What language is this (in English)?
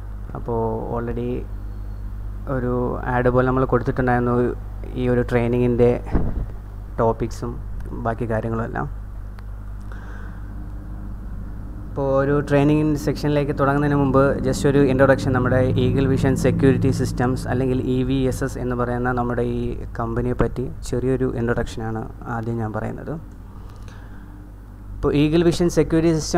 Malayalam